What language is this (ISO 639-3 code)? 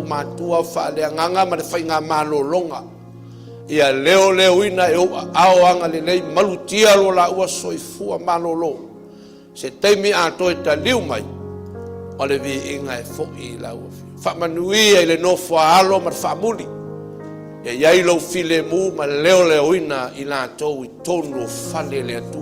smo